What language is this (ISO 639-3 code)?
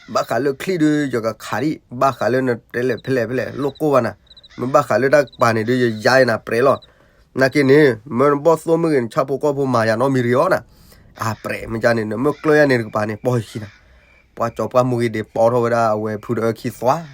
ksw